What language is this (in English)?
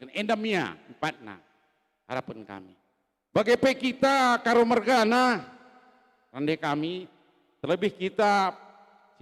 Batak Karo